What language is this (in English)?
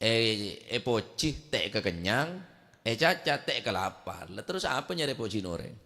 Madurese